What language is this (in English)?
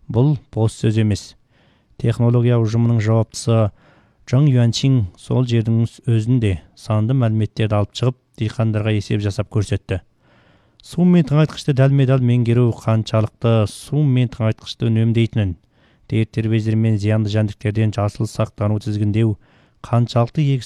Kazakh